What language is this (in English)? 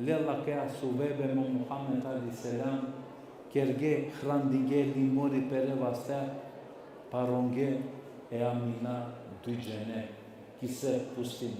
Balkan Romani